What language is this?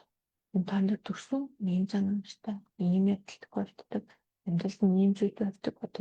Mongolian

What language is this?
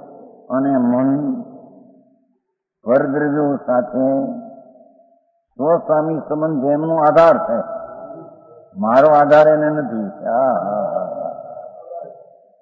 Gujarati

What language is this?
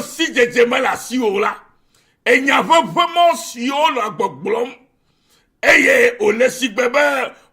Ewe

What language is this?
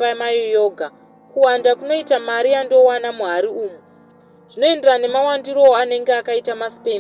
Shona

